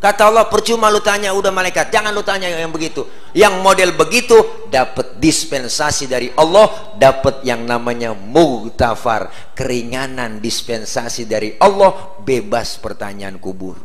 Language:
Betawi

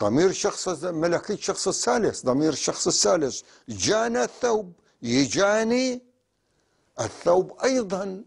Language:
North Levantine Arabic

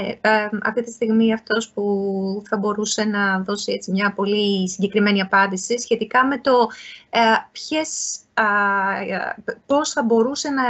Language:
Greek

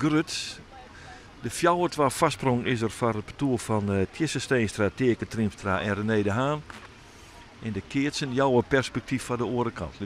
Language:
Western Frisian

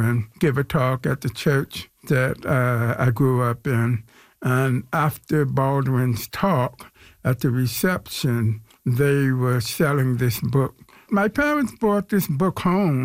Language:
English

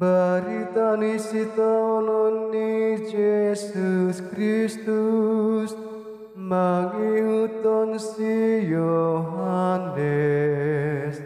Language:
Batak Toba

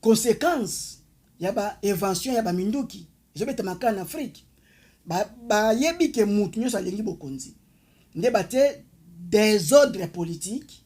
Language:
Lingala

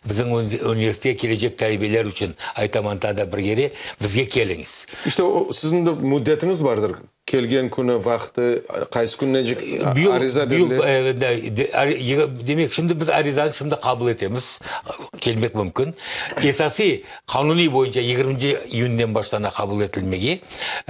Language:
Crimean Tatar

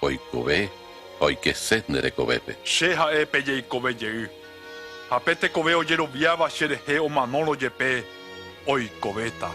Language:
Guarani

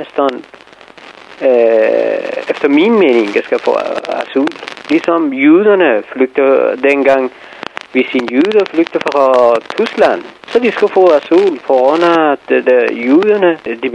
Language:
Danish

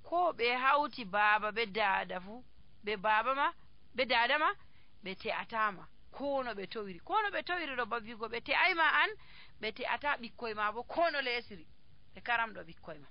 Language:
Nigerian Fulfulde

